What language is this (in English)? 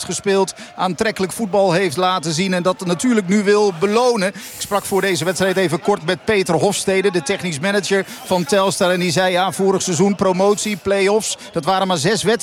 Dutch